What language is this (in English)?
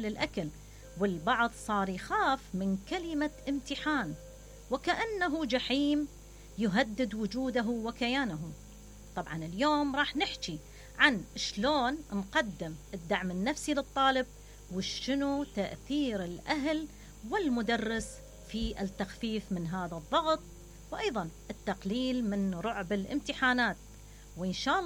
Mesopotamian Arabic